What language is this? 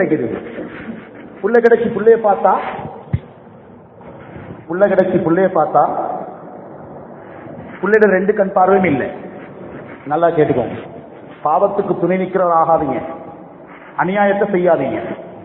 Tamil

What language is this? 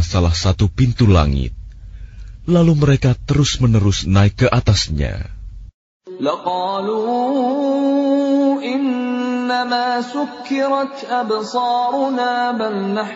Indonesian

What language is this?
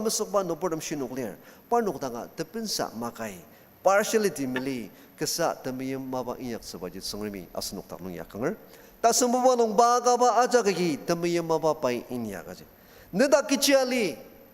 Ao Naga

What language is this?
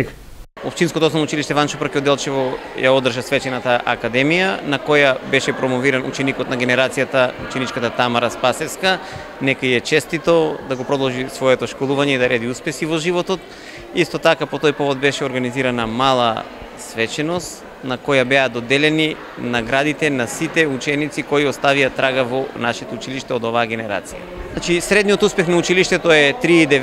Macedonian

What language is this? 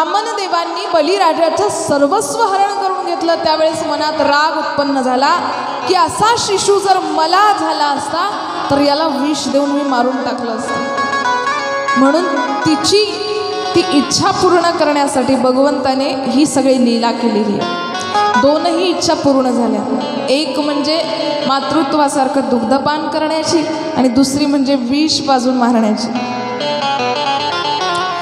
Marathi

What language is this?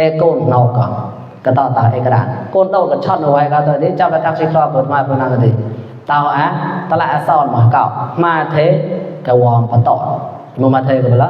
Mon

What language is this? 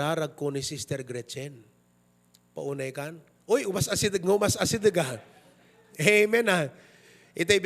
Iloko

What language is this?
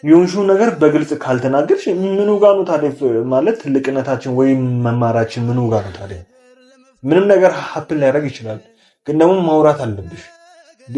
Amharic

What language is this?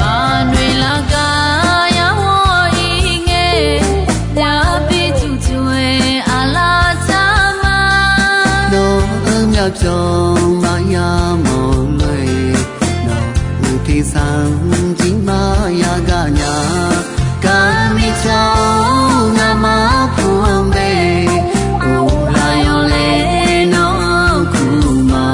Akha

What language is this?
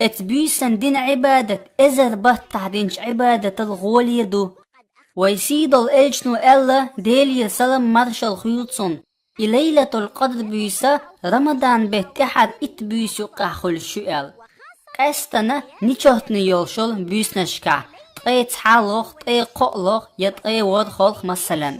Chechen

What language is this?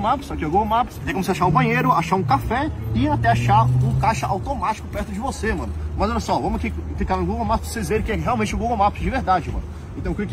Portuguese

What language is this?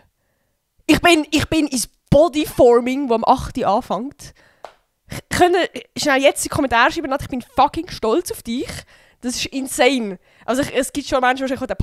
Swiss German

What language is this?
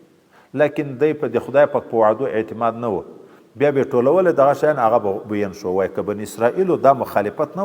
Pashto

